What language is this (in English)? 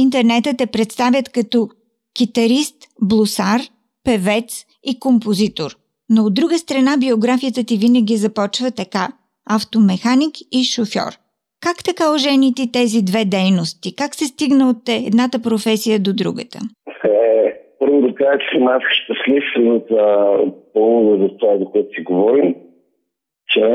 Bulgarian